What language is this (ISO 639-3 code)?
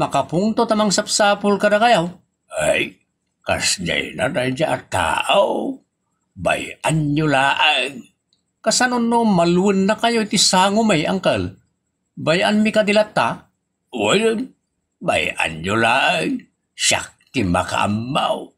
ilo